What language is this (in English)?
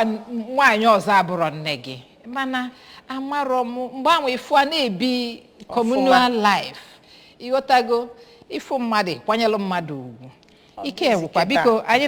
Igbo